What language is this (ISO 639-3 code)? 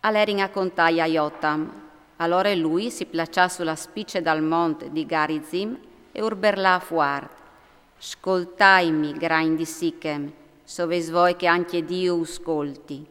fur